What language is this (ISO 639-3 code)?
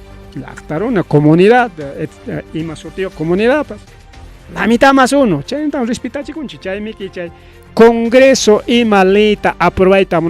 quy